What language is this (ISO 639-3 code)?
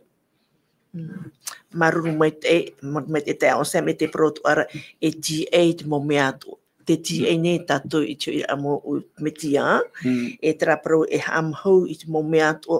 tah